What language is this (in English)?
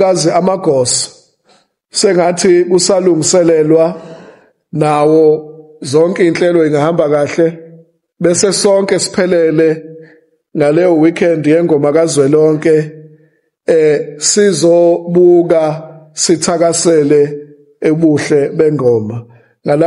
Zulu